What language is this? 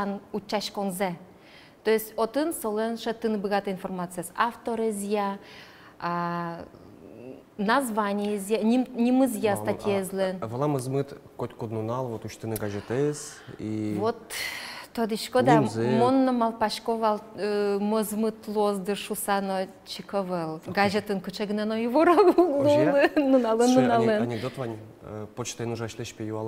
Udmurt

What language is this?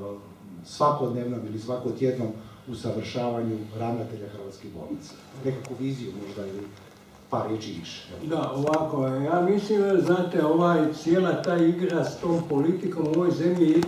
Croatian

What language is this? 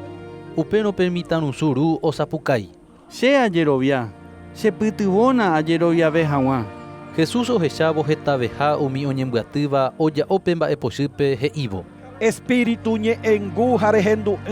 Guarani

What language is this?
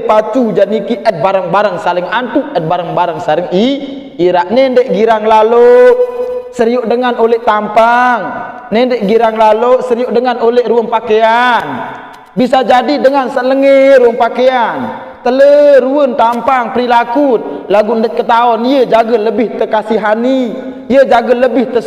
Sasak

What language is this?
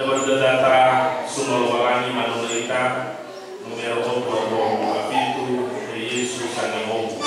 Nias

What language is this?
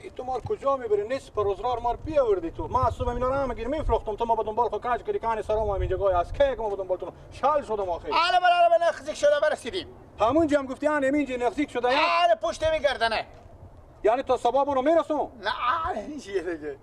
Persian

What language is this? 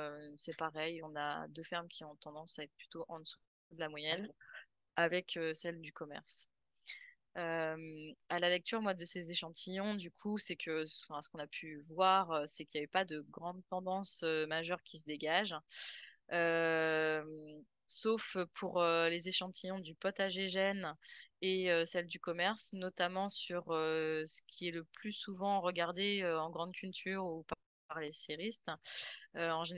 French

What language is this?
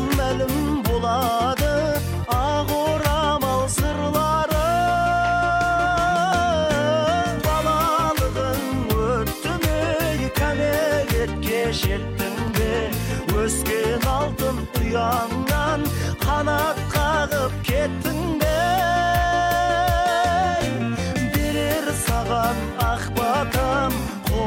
Kazakh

